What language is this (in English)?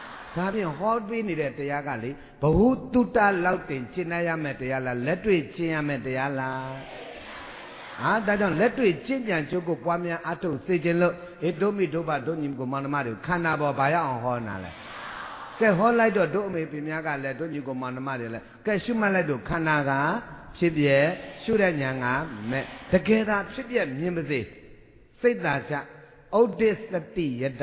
Burmese